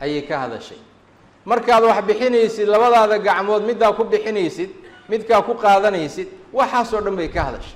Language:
Somali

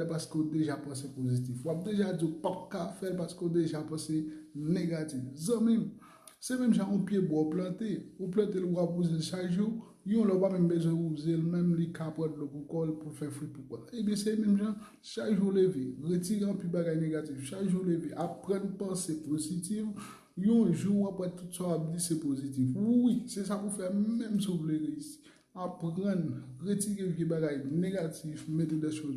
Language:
Haitian Creole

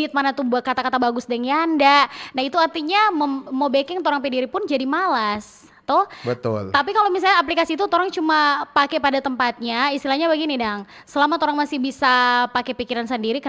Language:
Manado Malay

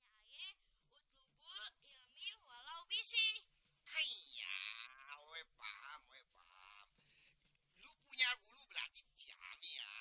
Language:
Betawi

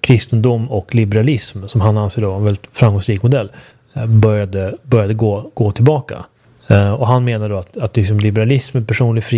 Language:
Swedish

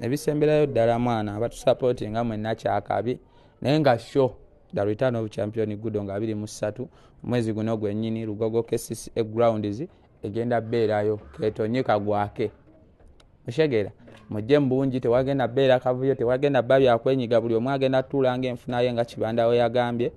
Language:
Ganda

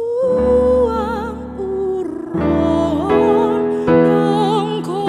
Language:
Toraja-Sa'dan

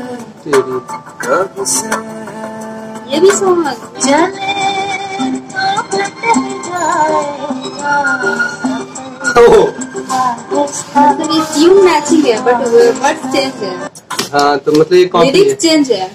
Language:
Hindi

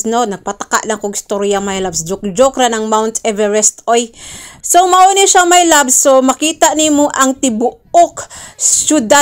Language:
Cebuano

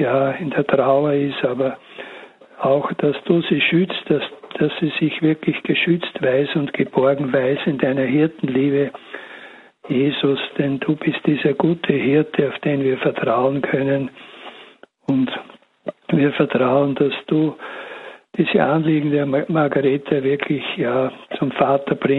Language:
German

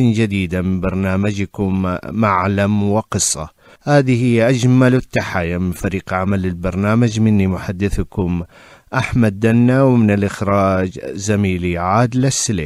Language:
Arabic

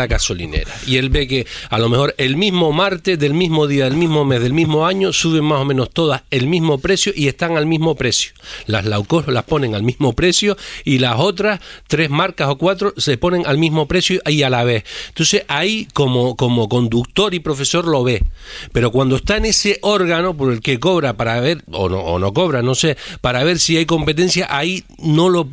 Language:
Spanish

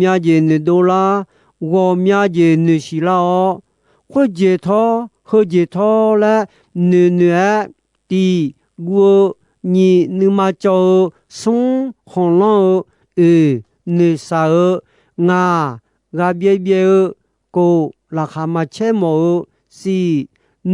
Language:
Akha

